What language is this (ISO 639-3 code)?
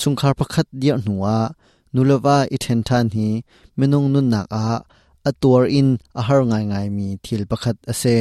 cnh